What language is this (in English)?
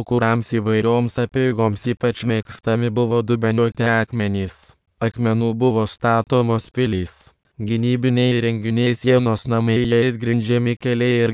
Lithuanian